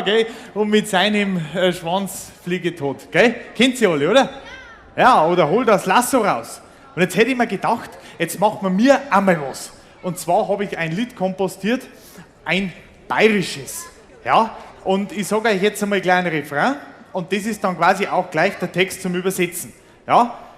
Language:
Bavarian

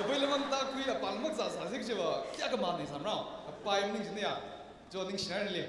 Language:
Tangkhul Naga (India)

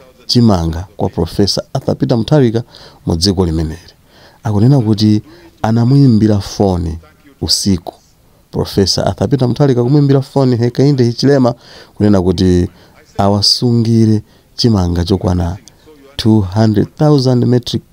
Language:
Nyanja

